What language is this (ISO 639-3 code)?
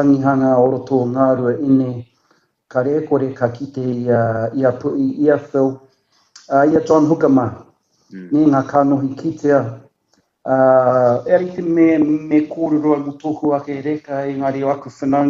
mri